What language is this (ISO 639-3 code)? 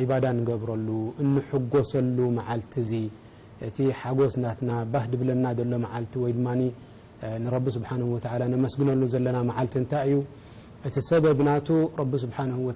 tir